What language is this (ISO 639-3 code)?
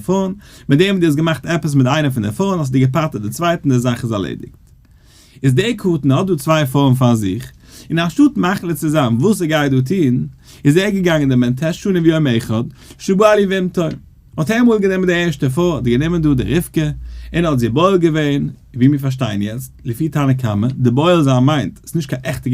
yid